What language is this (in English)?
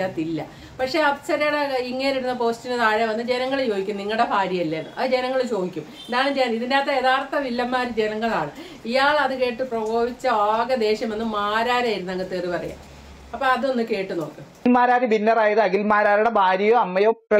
Malayalam